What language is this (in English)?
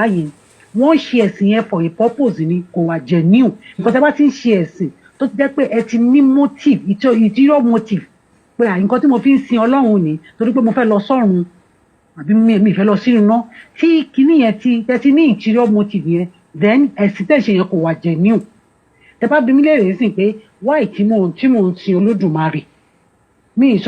Yoruba